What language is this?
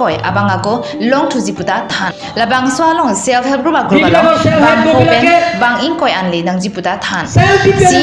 Karbi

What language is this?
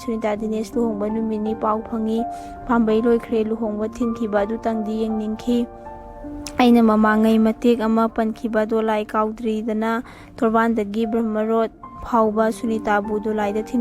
Manipuri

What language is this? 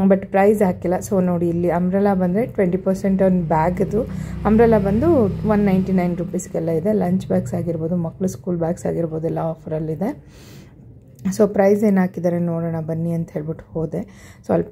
Kannada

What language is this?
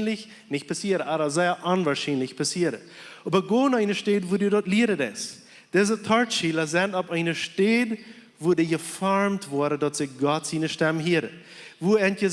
Plautdietsch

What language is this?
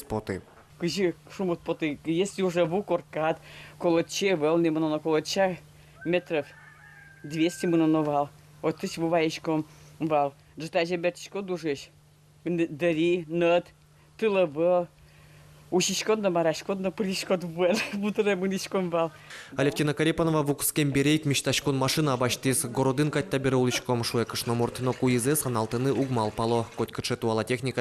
Udmurt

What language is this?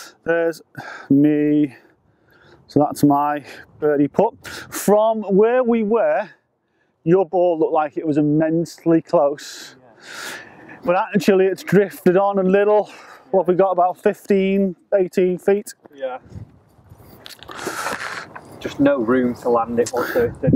English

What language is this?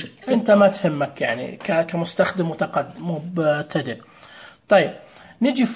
Najdi Arabic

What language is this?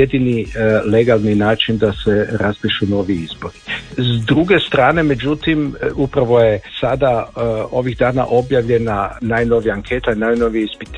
Croatian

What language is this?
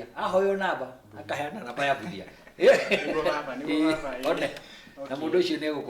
Kikuyu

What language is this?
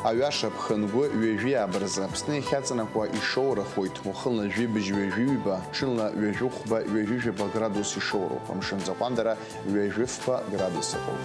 Abkhazian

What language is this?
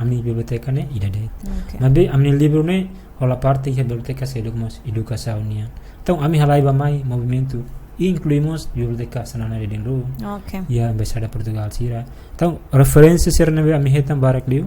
Tetum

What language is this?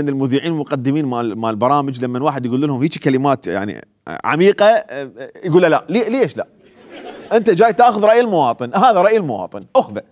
Mesopotamian Arabic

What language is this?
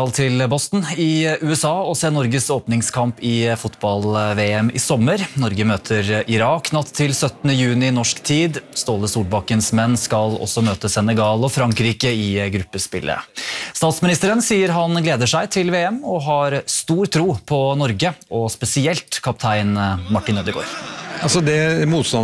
Norwegian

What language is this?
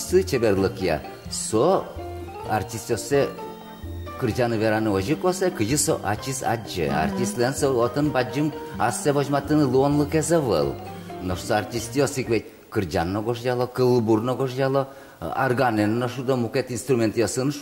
Udmurt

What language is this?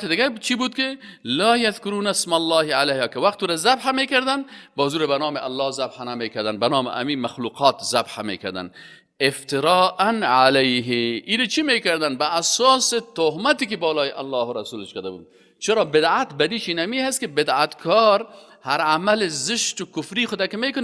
Persian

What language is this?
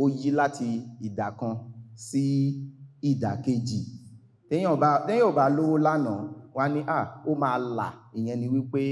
Yoruba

